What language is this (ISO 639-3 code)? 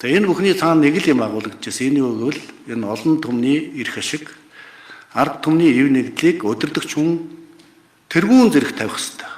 mon